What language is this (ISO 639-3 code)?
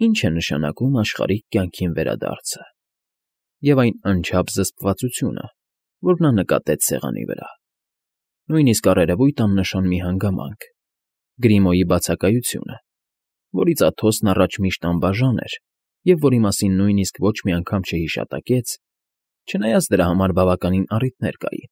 hye